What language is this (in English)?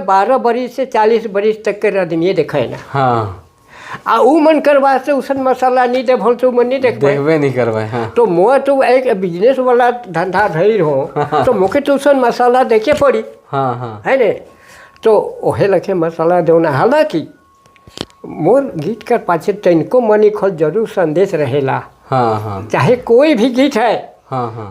Sadri